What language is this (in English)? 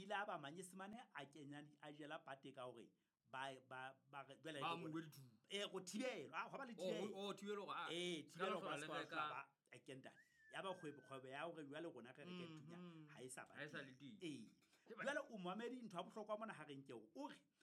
Southern Sotho